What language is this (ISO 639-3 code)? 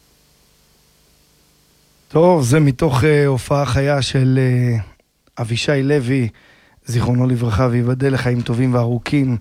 heb